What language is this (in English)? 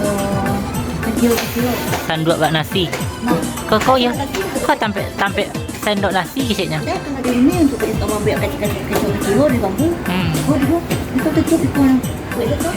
Minangkabau